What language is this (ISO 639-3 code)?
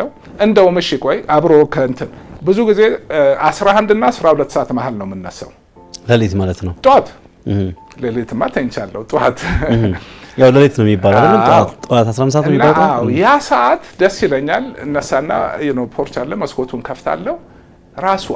amh